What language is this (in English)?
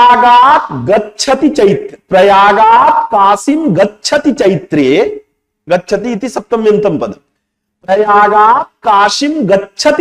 Sanskrit